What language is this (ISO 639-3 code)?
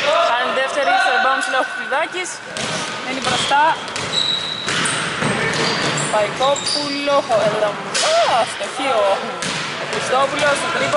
ell